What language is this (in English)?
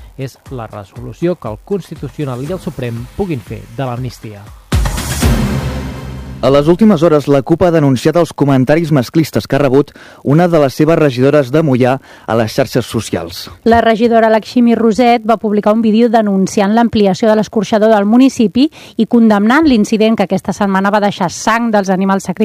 Catalan